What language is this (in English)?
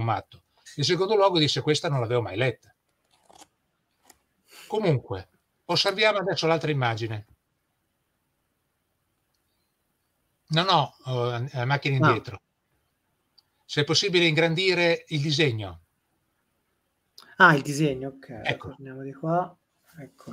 Italian